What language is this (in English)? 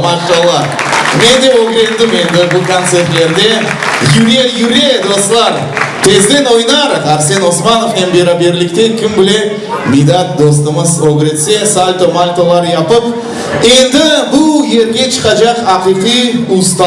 Crimean Tatar